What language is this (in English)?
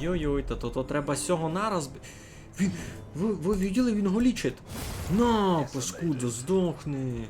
Rusyn